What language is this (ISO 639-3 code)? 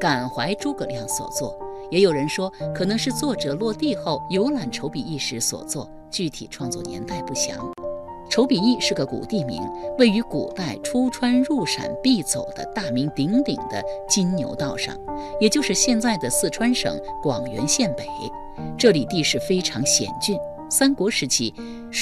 zho